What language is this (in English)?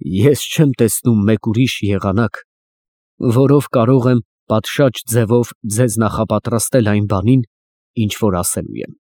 Armenian